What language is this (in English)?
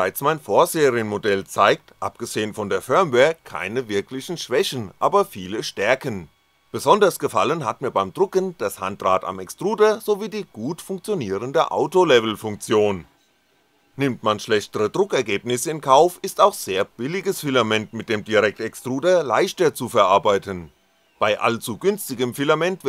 German